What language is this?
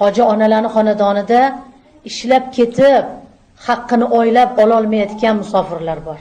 Uzbek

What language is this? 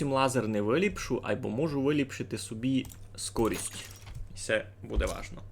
Rusyn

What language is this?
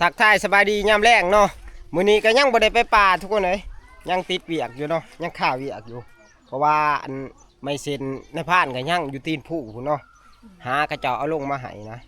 Northeastern Thai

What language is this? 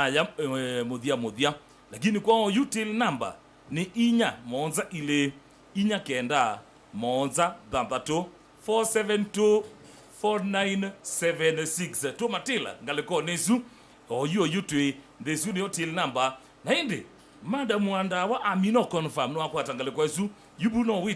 Kamba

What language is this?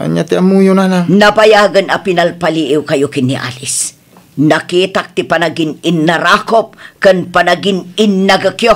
Iloko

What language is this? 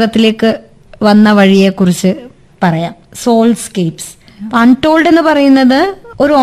Malayalam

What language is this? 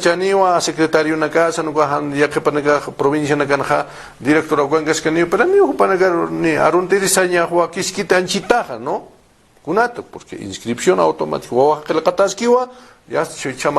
Aymara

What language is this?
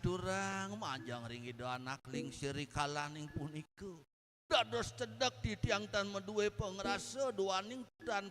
Balinese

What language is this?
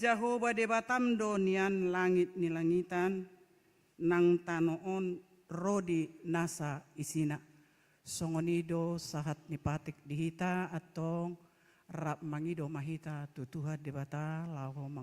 Batak Toba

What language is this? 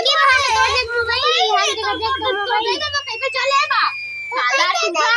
Chhattisgarhi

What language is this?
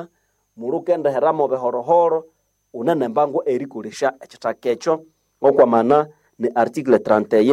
Nande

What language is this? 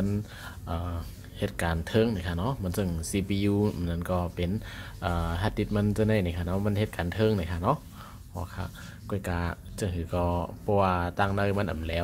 Shan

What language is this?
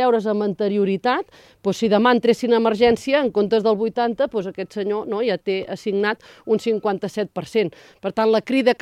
Catalan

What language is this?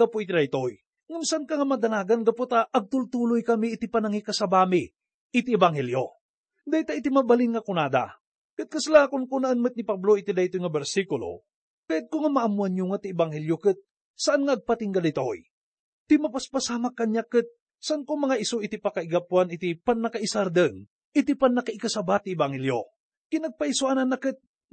Iloko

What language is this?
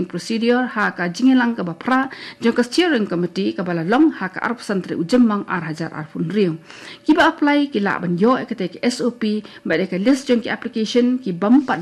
Khasi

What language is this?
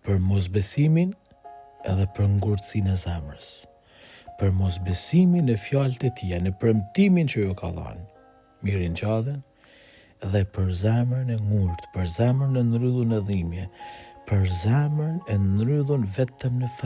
Albanian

